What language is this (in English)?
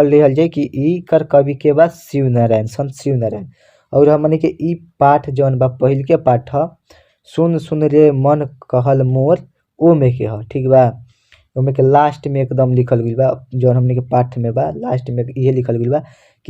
Bhojpuri